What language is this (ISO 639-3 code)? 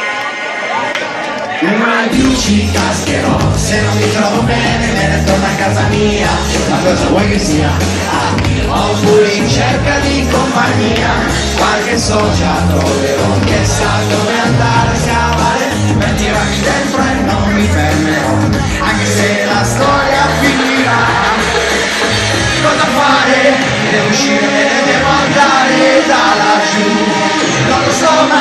ita